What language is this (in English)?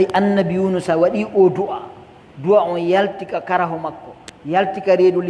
Pular